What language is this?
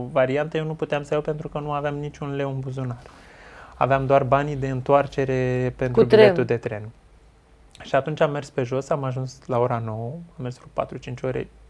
Romanian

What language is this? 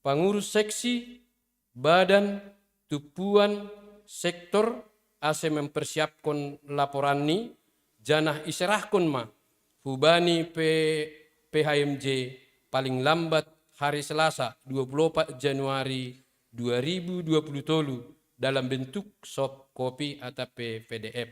Batak Simalungun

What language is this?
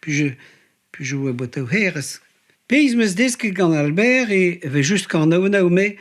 Breton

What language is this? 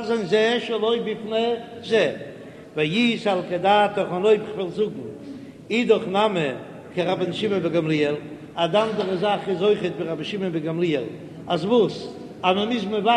Yiddish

